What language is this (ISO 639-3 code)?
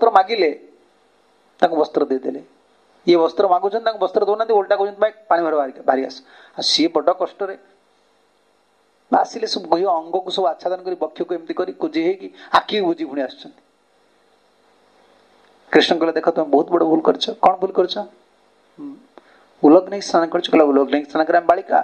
ori